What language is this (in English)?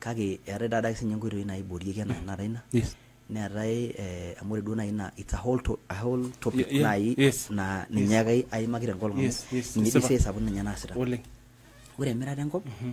Masai